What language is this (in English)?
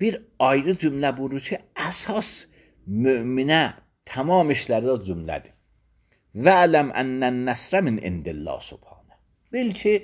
Azerbaijani